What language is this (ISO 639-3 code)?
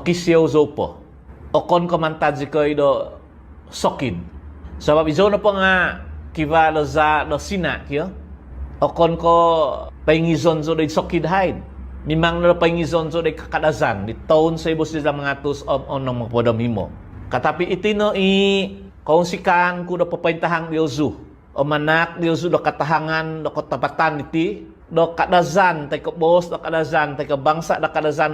dtp